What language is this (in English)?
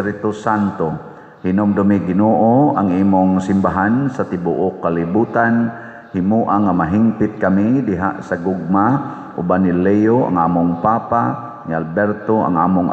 Cebuano